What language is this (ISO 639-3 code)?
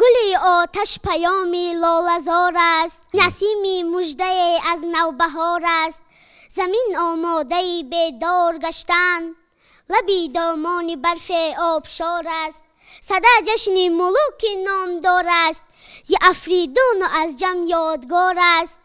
tgk